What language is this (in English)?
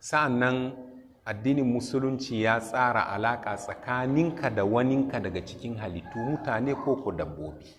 Hausa